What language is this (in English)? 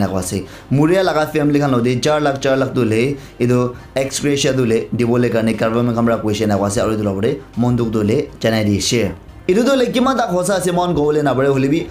Naga Pidgin